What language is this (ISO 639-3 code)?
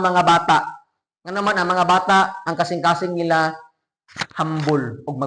ceb